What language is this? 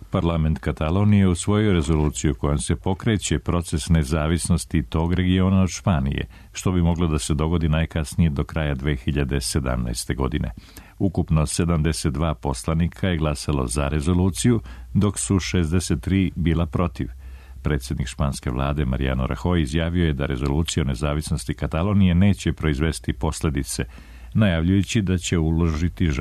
Serbian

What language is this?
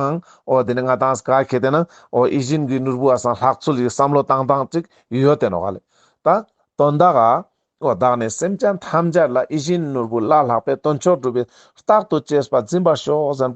Ladakhi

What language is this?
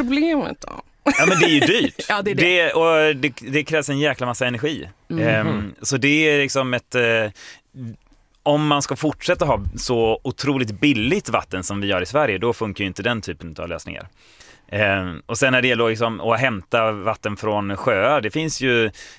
Swedish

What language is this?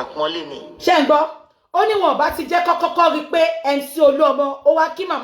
Yoruba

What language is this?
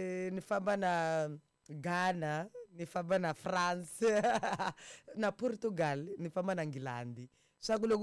Tsonga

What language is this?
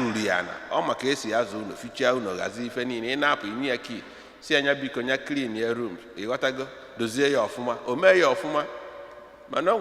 Igbo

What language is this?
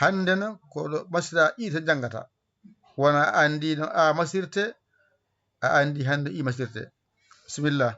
Fula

